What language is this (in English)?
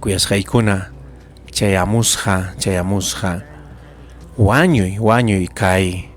Ayacucho Quechua